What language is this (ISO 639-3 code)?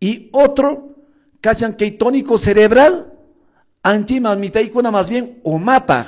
que